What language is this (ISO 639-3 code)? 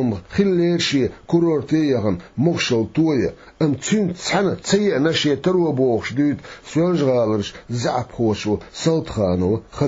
che